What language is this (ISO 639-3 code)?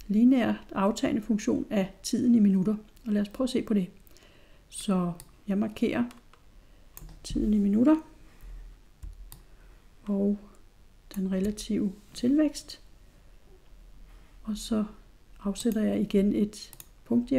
dan